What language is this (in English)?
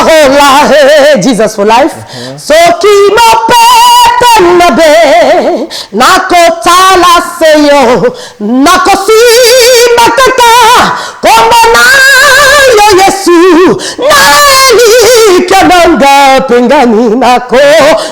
Lingala